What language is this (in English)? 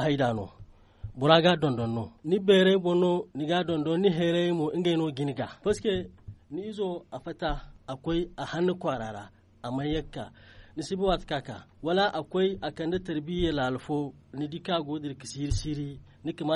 Zarma